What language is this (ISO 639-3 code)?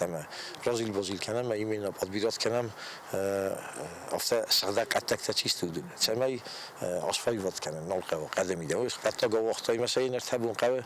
oss